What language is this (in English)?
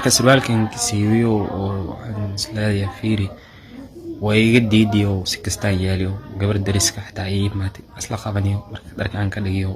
Somali